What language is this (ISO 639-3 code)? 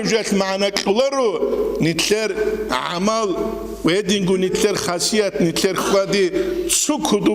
ava